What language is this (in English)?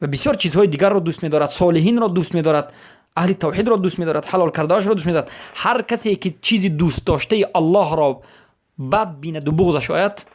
Persian